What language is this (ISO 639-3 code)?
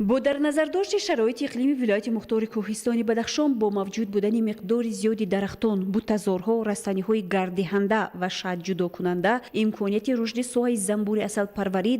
tgk